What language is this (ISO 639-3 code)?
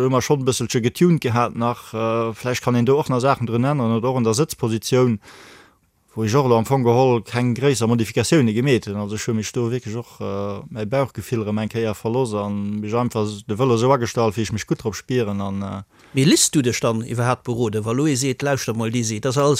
ltz